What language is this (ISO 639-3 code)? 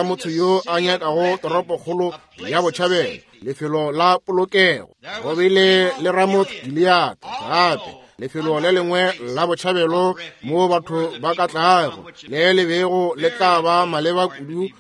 nso